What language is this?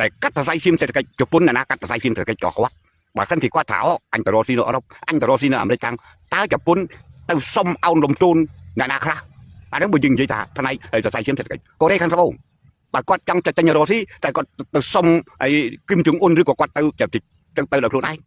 Khmer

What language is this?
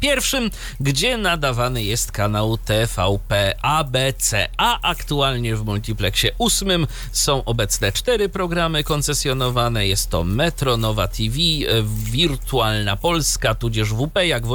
Polish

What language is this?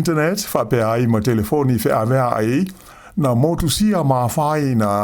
Samoan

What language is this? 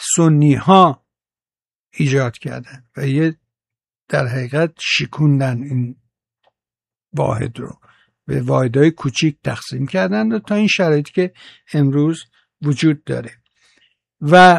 Persian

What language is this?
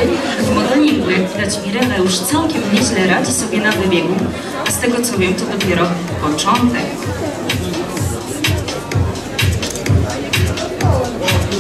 Polish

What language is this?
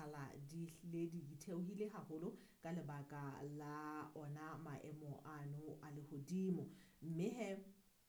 Southern Sotho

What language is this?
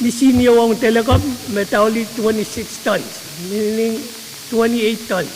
Pohnpeian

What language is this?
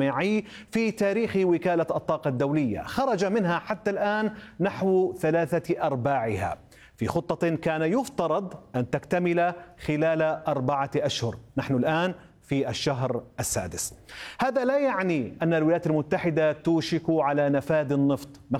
Arabic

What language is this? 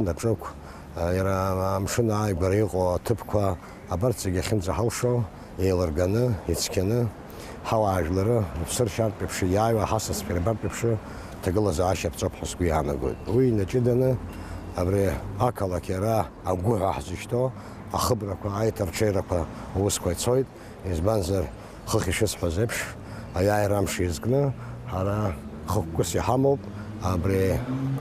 Abkhazian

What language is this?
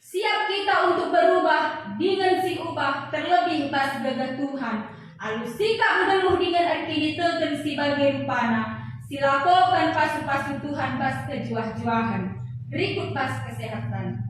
Batak Karo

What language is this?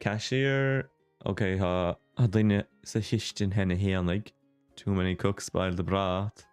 Irish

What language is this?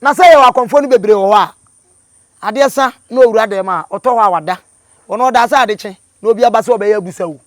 Akan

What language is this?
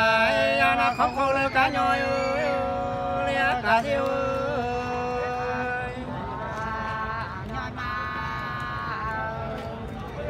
Vietnamese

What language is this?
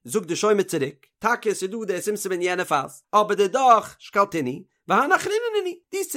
Yiddish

